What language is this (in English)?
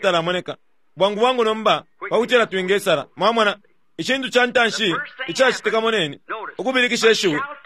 Bemba